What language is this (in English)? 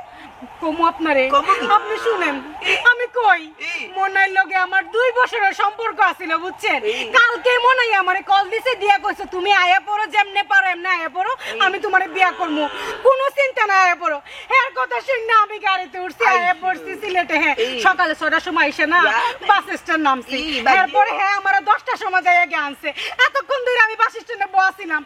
Sylheti